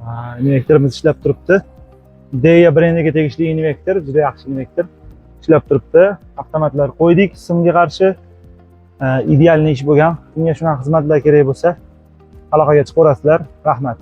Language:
Uzbek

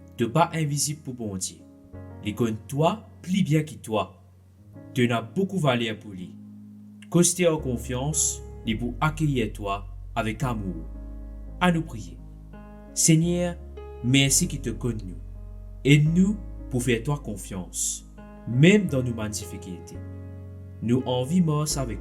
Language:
Morisyen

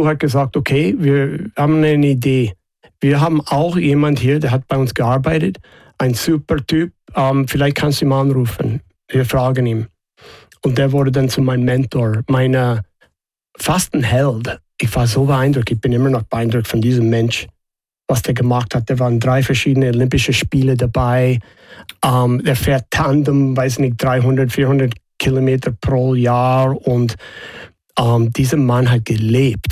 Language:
German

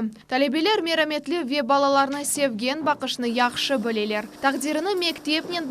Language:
Crimean Tatar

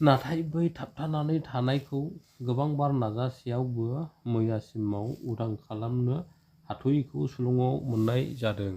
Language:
Bodo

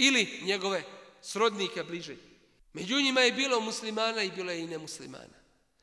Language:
Bosnian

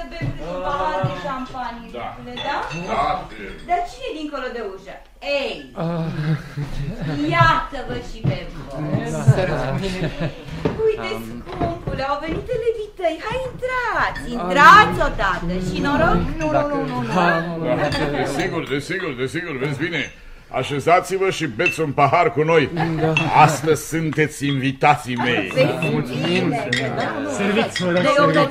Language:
Romanian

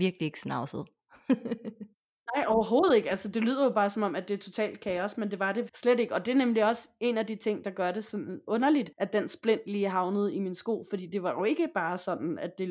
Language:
Danish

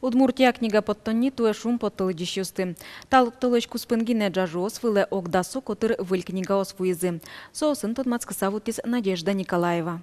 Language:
Udmurt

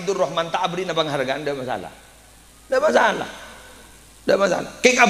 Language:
Madurese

